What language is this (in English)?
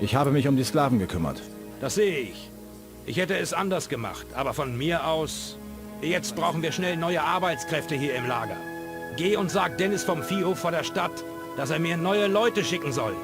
Bavarian